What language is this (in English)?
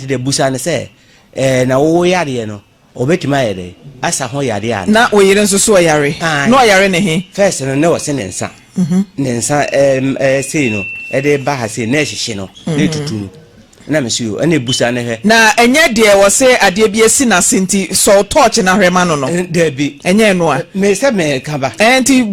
Akan